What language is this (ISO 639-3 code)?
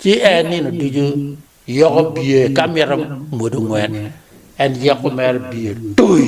ach